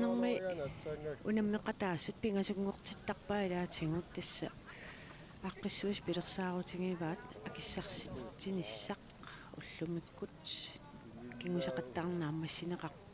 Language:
Kalaallisut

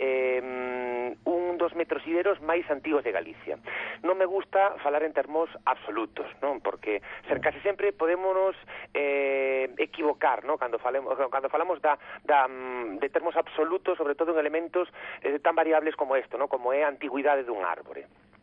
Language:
Galician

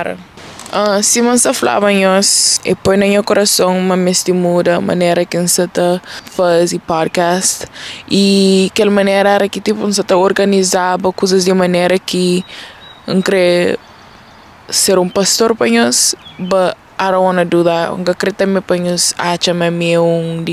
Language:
Kabuverdianu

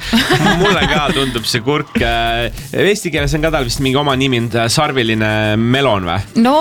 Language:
Estonian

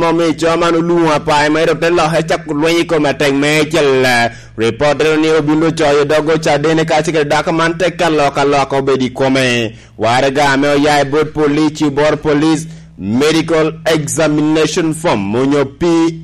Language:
Lango (Uganda)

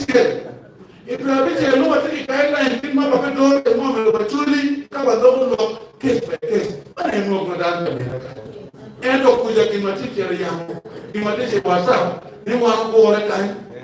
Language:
Acoli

